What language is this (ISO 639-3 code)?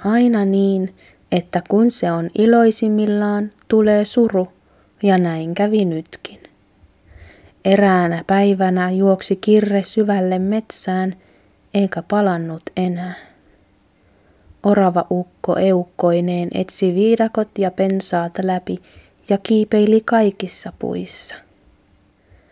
fin